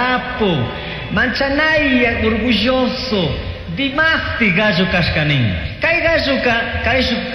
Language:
Chimborazo Highland Quichua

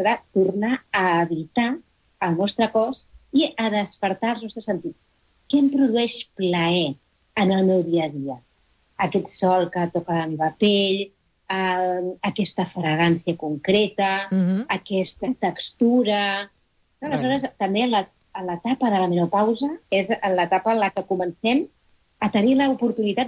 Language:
Catalan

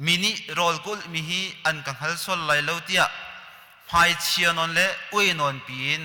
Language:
Hakha Chin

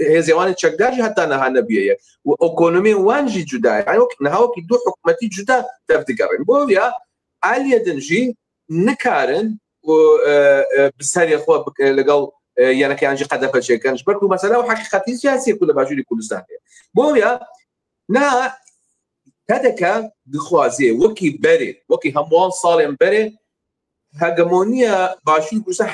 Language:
Kurdish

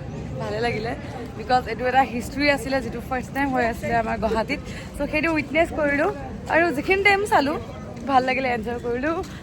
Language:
Assamese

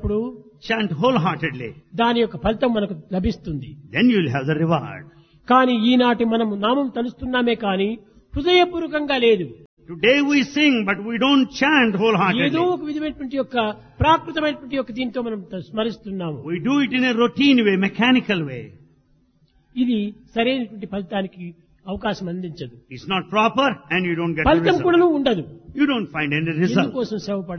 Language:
Telugu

